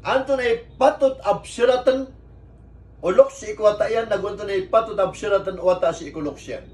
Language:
Maranao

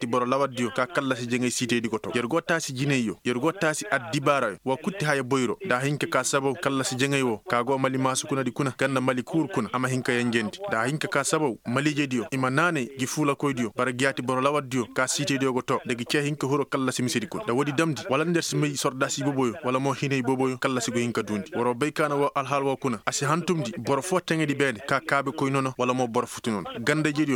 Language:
Koyraboro Senni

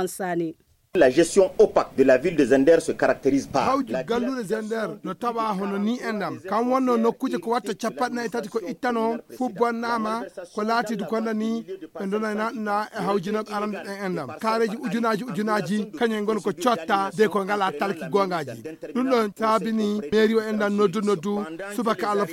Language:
Fula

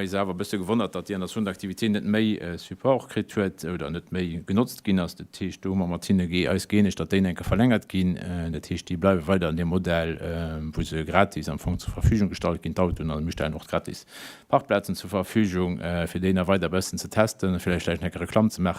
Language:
Luxembourgish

